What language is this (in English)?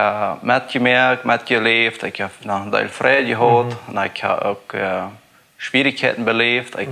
Plautdietsch